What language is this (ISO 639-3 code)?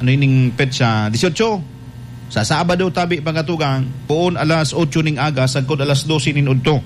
bik